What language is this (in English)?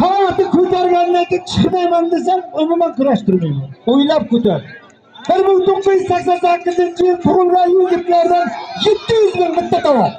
Uzbek